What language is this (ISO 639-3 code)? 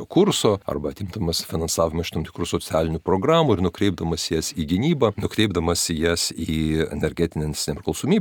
lit